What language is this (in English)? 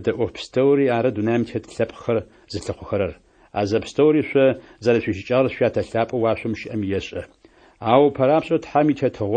Adyghe